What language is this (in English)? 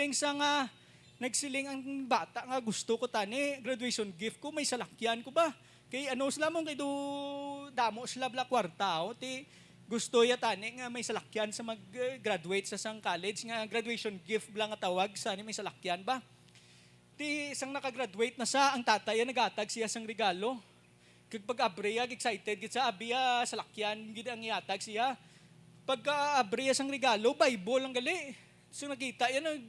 Hiligaynon